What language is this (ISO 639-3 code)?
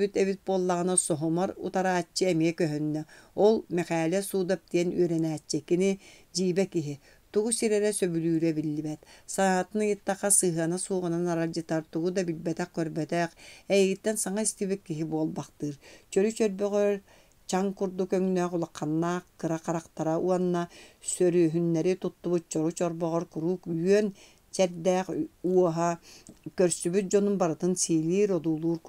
sah